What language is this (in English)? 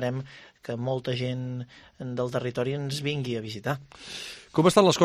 Catalan